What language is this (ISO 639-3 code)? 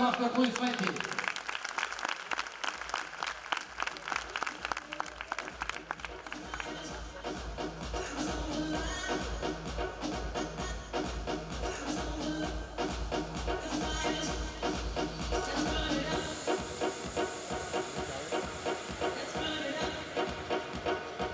bul